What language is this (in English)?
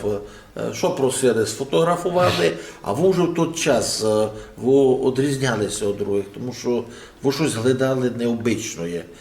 Rusyn